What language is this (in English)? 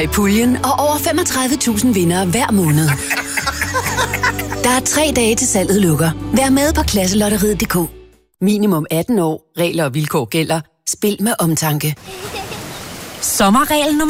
Danish